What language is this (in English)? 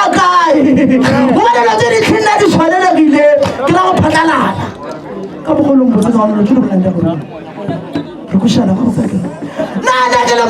Northern Sotho